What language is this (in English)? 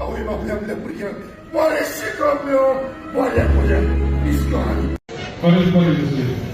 Konkani